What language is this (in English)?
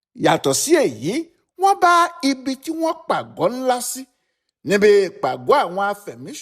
Yoruba